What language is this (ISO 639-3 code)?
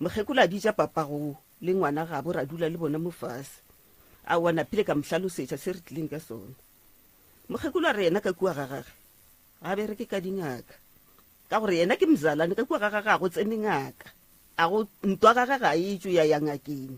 nso